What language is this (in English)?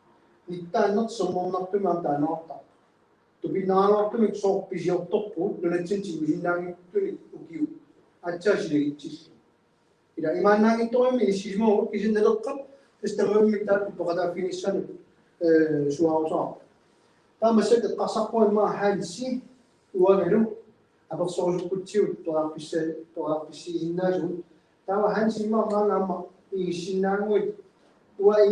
Kalaallisut